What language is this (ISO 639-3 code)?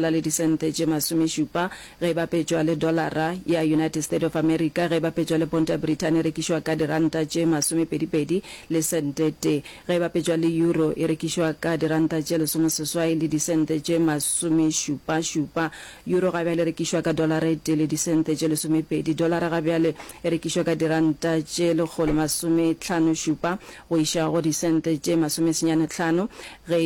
nso